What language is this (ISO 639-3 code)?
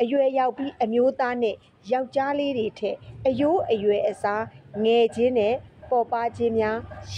mya